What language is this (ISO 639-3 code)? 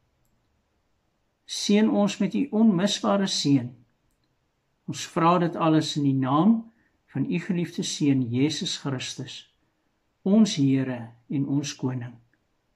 afr